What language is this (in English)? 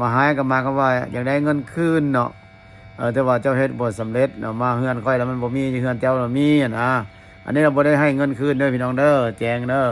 Lao